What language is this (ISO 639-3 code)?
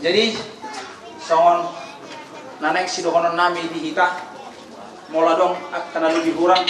bbc